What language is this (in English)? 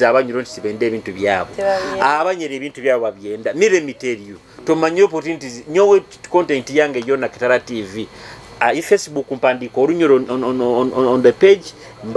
Nyoro